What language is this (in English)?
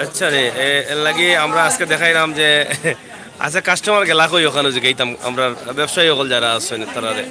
Sylheti